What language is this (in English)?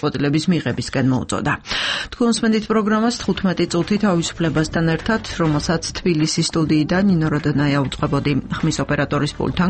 Georgian